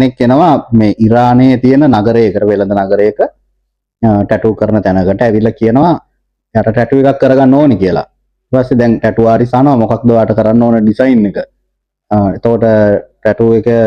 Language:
Sinhala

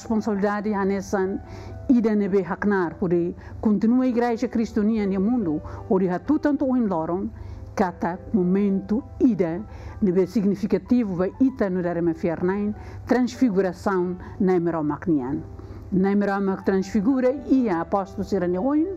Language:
Tetum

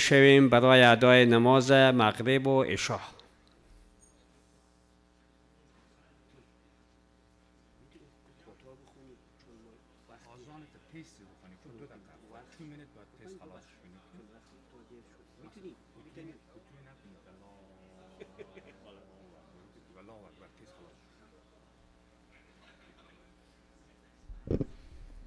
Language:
Persian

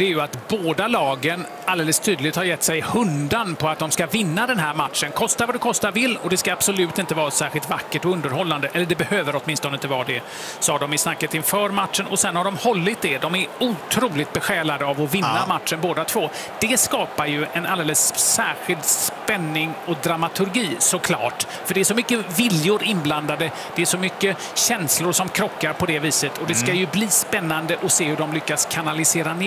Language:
Swedish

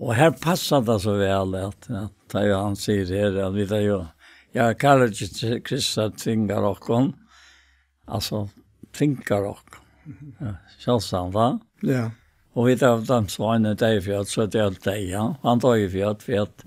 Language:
Faroese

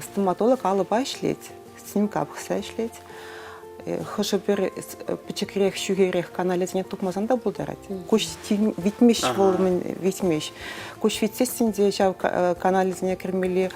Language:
Chuvash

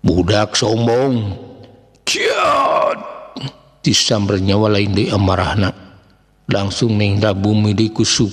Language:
Sundanese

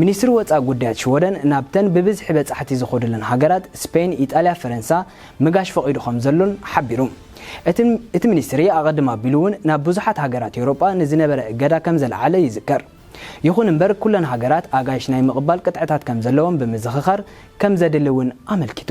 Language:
Tigrinya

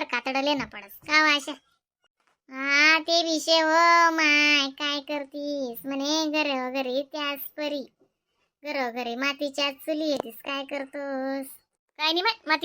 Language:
Khandesi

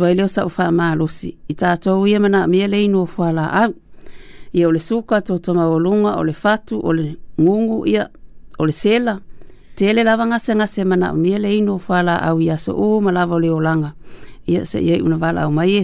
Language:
Samoan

